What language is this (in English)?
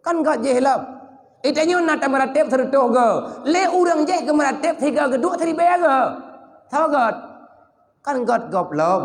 Achinese